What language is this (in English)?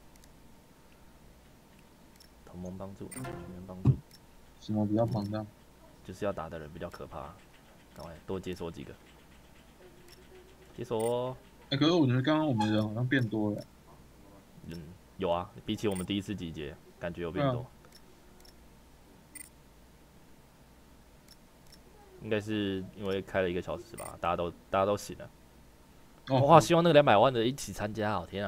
Chinese